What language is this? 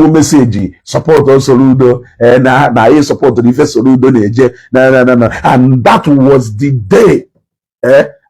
Igbo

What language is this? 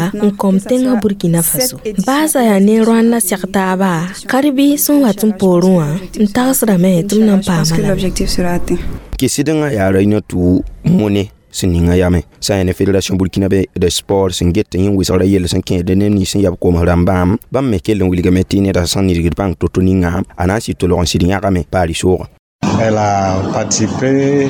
Mossi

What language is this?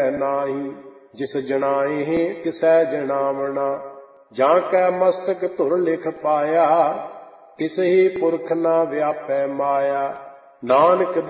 Punjabi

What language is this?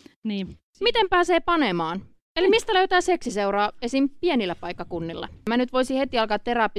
Finnish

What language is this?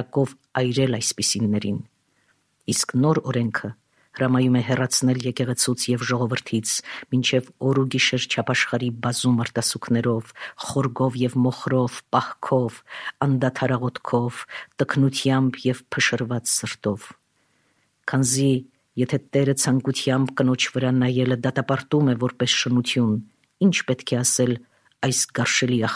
Armenian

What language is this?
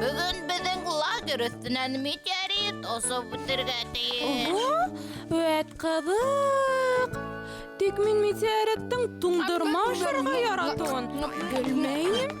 Bashkir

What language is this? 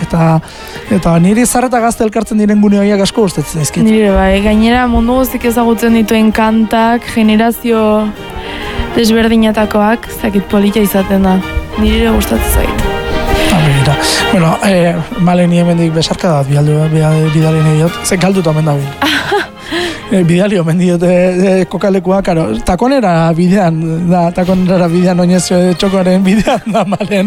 Basque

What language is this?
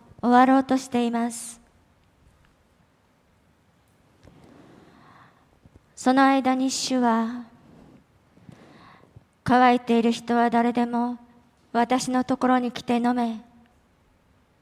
Japanese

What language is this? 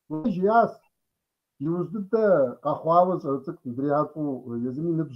Kabardian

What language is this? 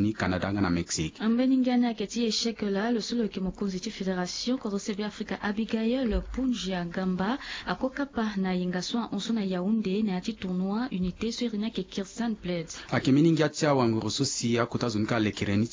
Sango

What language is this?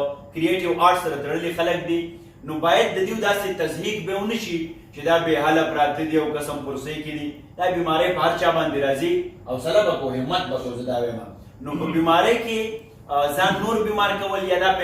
Pashto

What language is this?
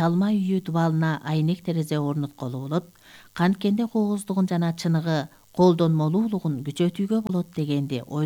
Kyrgyz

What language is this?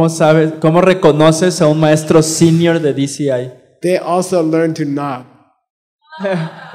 Spanish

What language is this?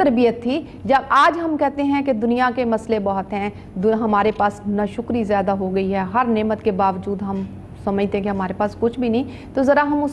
Urdu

